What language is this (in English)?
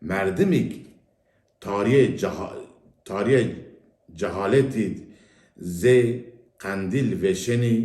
Zaza